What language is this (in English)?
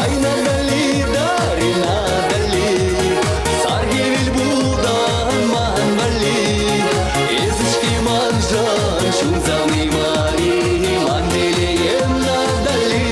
Chuvash